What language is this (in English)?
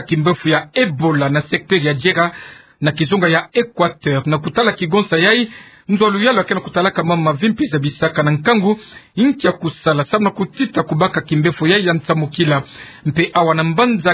Kituba (Democratic Republic of Congo)